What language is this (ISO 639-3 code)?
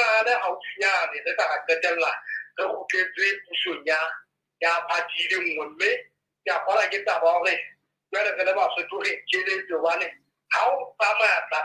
sot